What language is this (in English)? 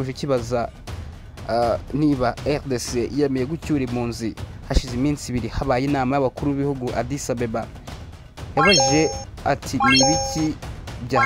Kinyarwanda